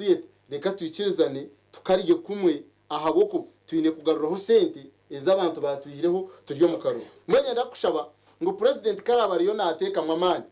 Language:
Nyankole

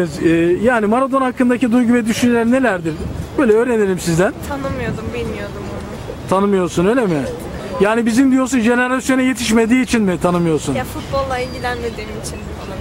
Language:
Turkish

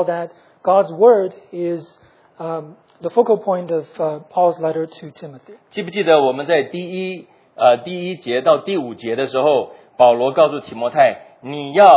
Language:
Chinese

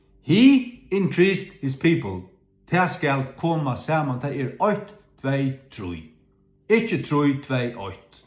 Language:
Faroese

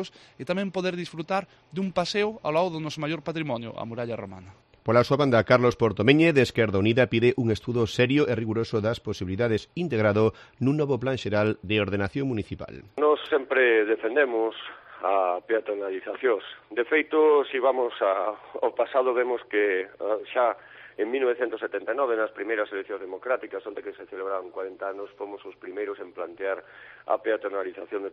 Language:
Galician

